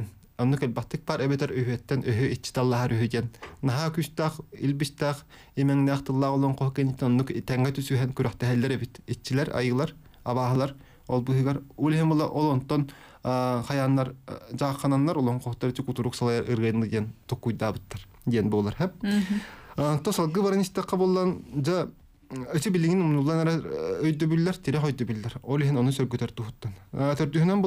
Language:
Yakut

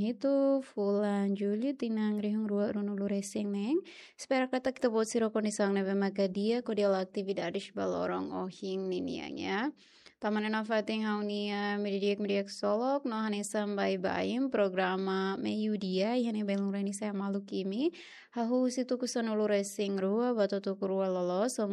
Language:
Tetum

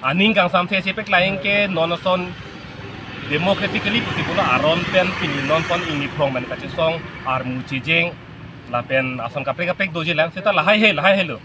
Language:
Karbi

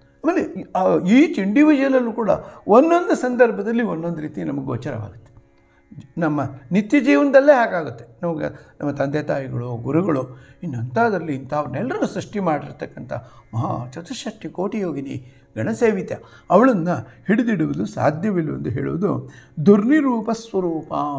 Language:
Kannada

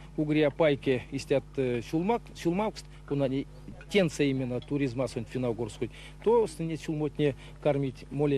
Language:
Erzya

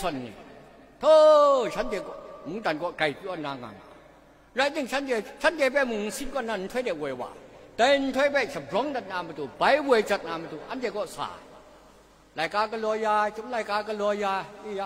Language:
Kachin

